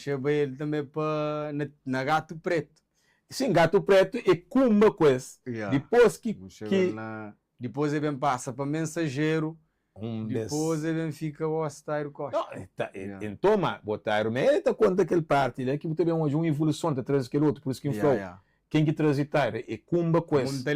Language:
Kabuverdianu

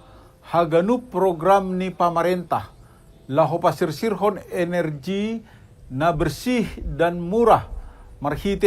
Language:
Batak Simalungun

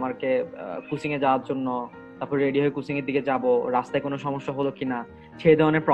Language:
Bangla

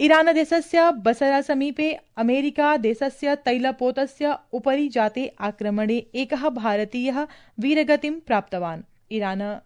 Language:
Sanskrit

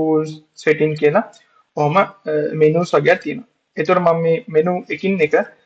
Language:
Sinhala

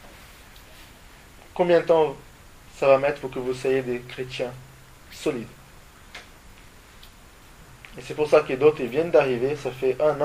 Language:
French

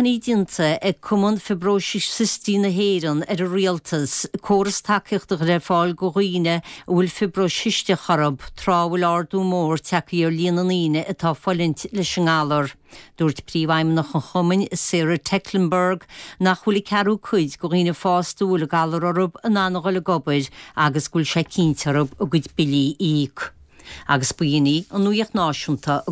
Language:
Irish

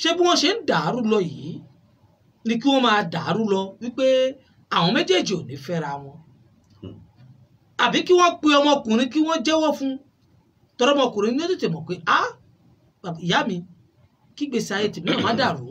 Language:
Yoruba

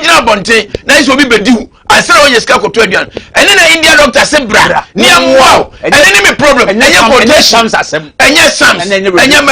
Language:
Akan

